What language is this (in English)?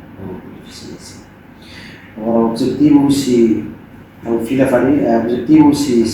Tetum